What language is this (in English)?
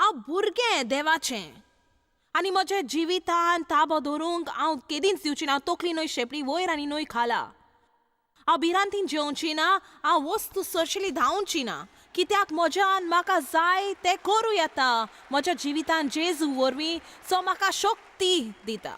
Konkani